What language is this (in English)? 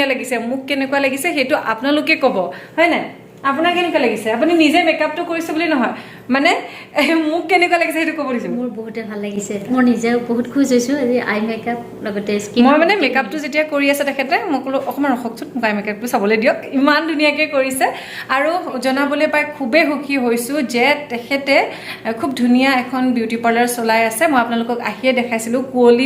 Assamese